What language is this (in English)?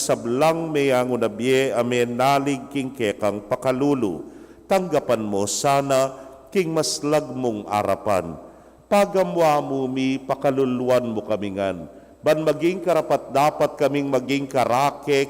Pampanga